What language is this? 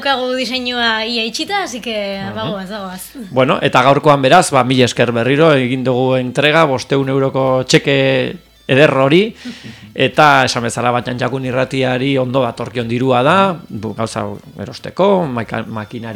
Basque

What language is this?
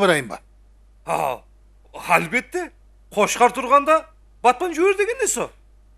Kara-Kalpak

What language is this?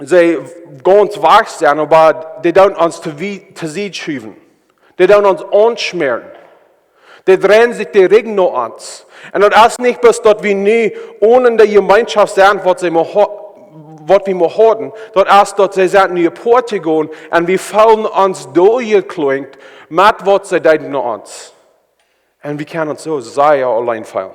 Plautdietsch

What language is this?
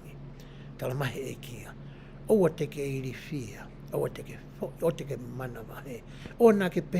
Tongan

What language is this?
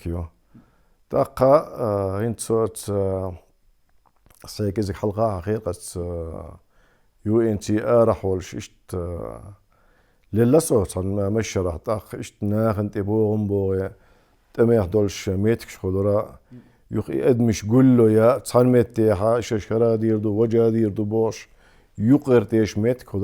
Chechen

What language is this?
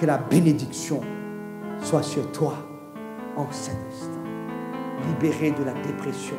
Morisyen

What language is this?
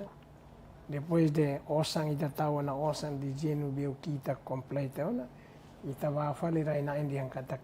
Tetum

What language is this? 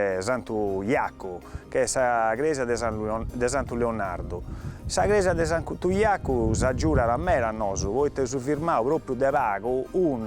Sardinian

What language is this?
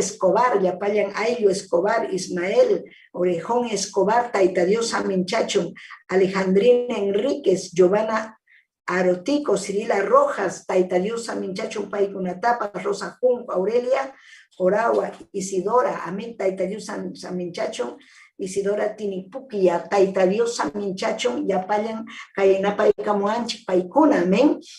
Ayacucho Quechua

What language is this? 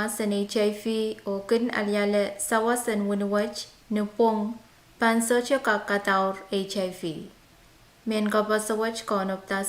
Pohnpeian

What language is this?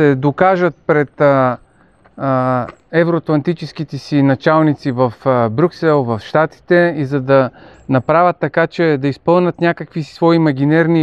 Bulgarian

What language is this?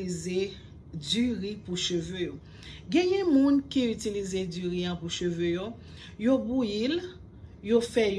Haitian Creole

